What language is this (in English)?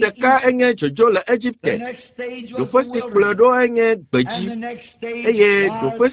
Ewe